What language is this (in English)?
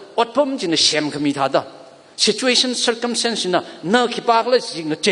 Tangkhul Naga (India)